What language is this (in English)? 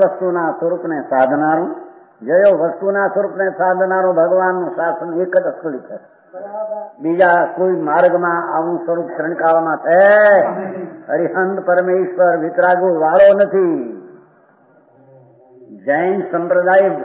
Gujarati